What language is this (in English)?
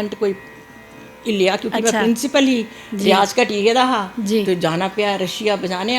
Dogri